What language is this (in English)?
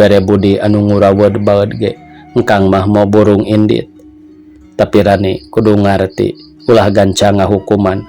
Sundanese